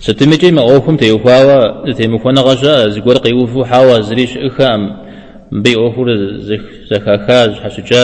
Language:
Kabardian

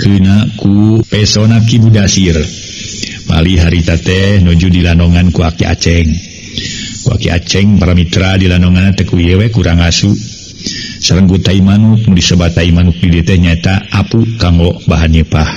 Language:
Sundanese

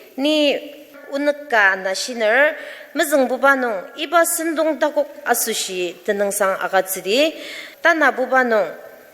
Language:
Ao Naga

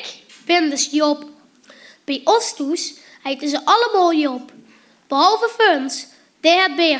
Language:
Limburgish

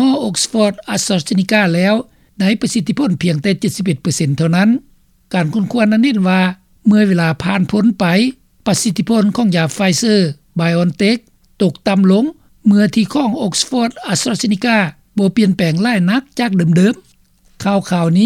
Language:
Lao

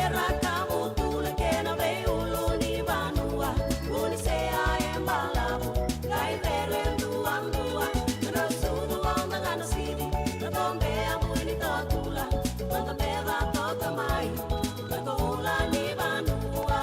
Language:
Fijian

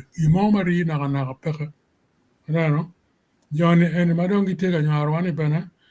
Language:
Acoli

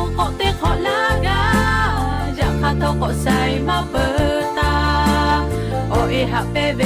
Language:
Lahu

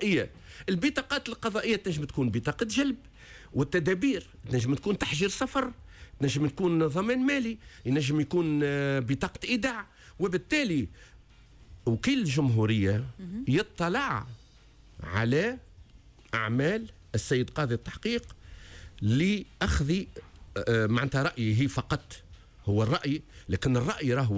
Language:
Tunisian Arabic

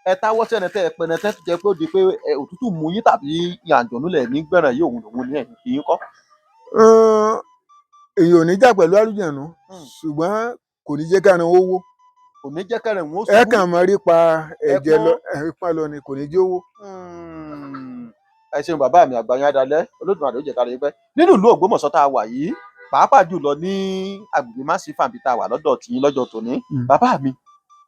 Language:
Yoruba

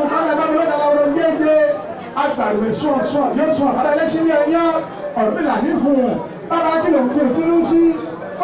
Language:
Yoruba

